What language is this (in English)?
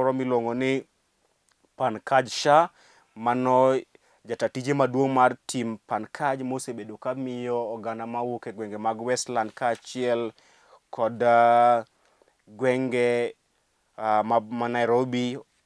Luo (Kenya and Tanzania)